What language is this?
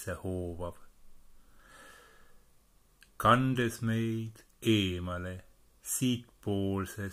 Estonian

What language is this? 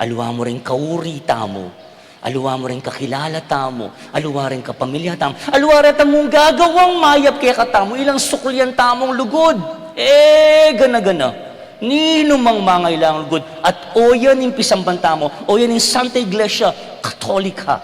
Pampanga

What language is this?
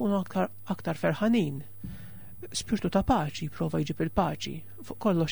Maltese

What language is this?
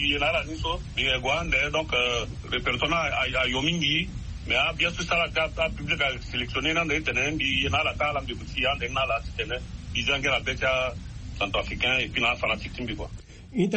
Sango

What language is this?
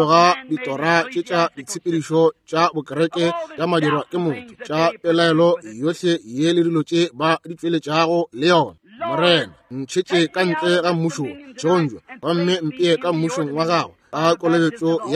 Northern Sotho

